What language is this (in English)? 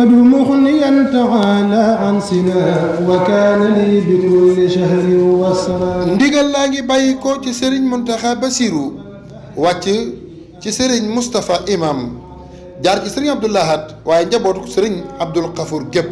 Wolof